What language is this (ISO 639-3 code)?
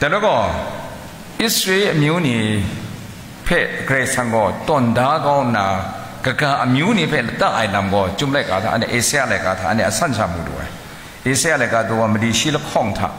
kac